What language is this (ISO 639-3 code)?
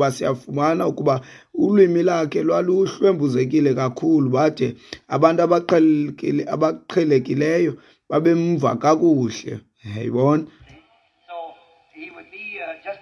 xho